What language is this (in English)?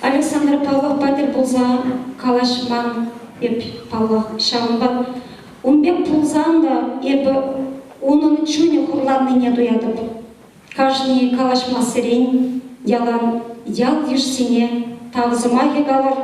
Chuvash